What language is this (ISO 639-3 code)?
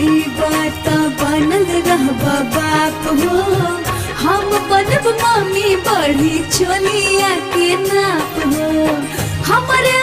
bho